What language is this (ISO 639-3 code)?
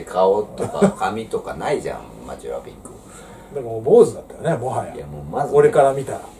jpn